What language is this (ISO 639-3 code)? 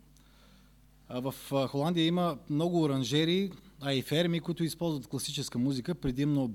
bul